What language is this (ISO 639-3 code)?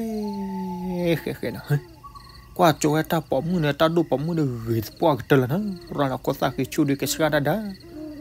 ksw